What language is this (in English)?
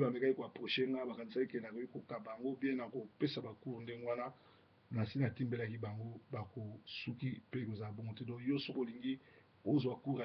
Lingala